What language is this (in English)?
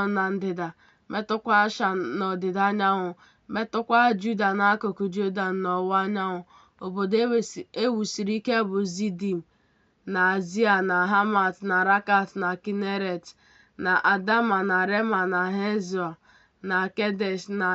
Igbo